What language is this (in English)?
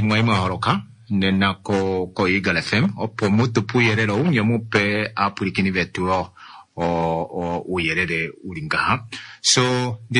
Kuanyama